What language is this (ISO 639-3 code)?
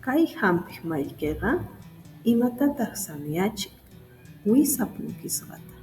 que